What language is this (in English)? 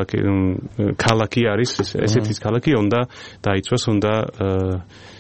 Georgian